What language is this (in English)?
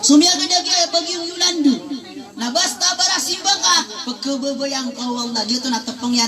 Maranao